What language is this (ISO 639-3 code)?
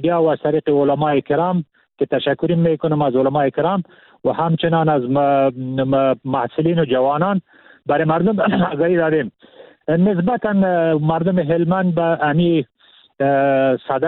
fas